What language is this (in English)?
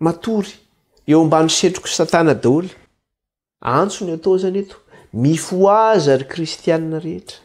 Malagasy